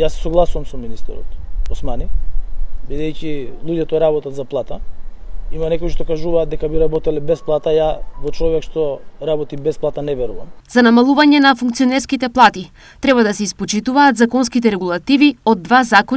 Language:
Macedonian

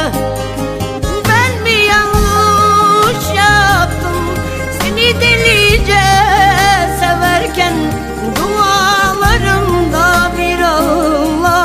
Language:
Turkish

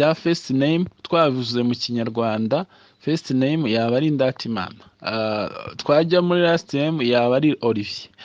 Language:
Kinyarwanda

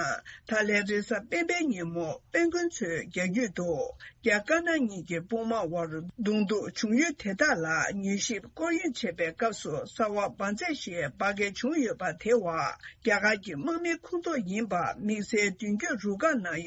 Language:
Tibetan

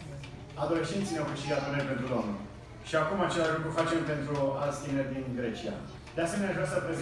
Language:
Romanian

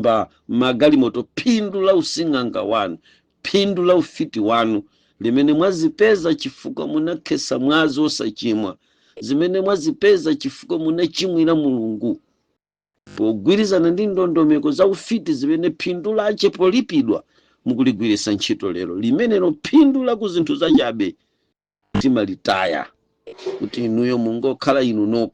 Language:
Nyanja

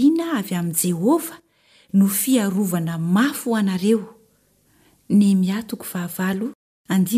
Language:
Malagasy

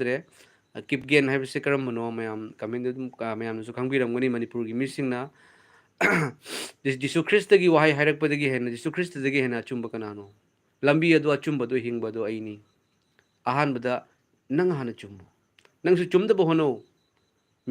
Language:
Manipuri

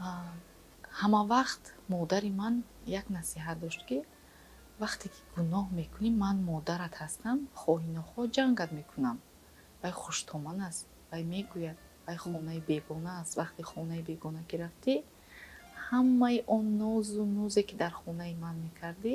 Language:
Tajik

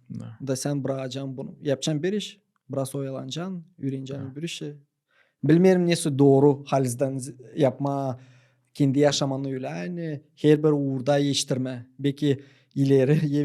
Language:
Gagauz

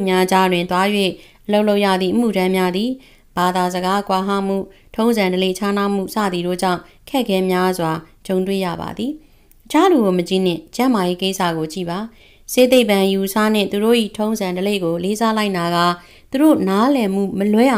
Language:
Burmese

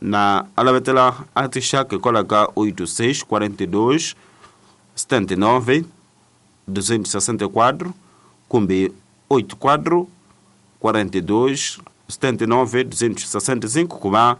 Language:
Tsonga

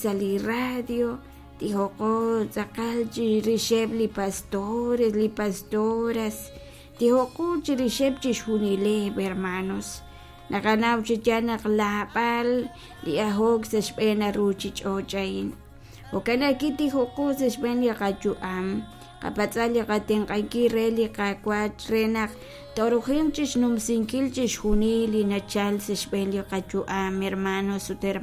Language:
Kekchí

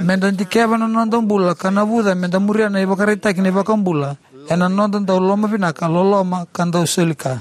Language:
Fijian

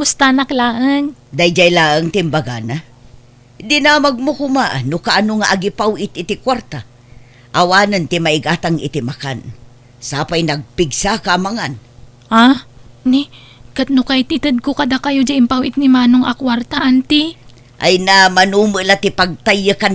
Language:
Iloko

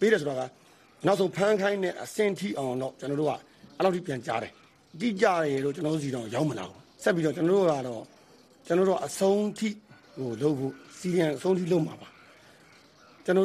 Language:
Burmese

